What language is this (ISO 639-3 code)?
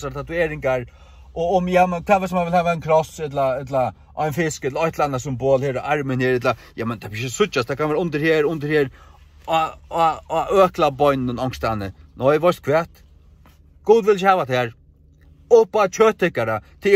fao